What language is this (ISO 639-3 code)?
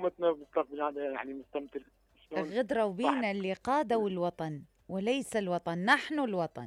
acm